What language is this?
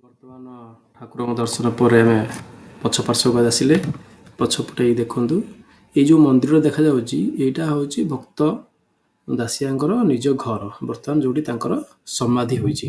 Odia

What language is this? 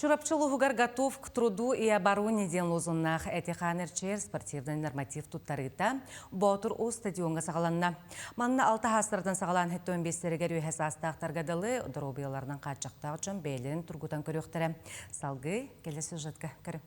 Yakut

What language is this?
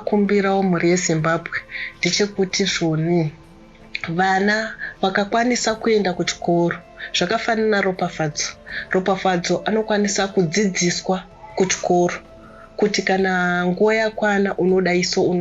Shona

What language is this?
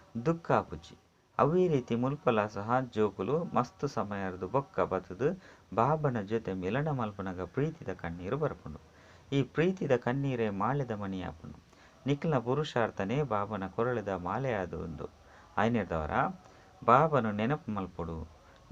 Tulu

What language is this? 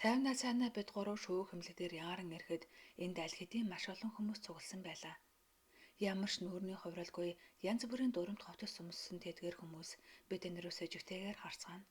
Mongolian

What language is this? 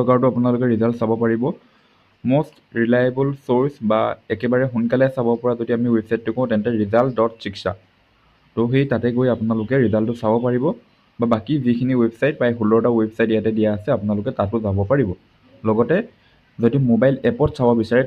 Assamese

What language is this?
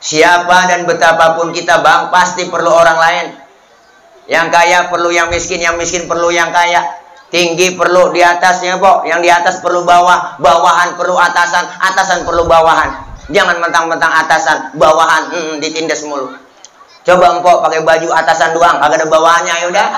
Betawi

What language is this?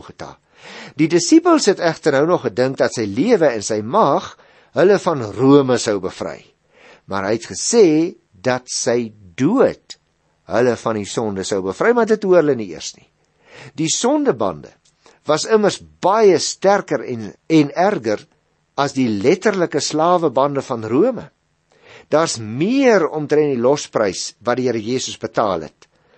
Afrikaans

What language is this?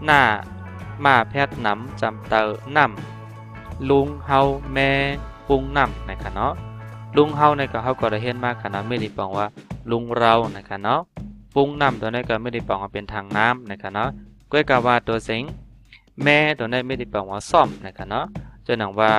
Shan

